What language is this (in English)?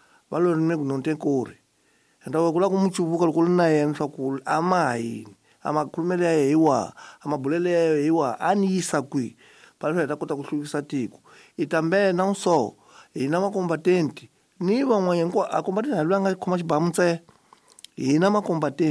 Tsonga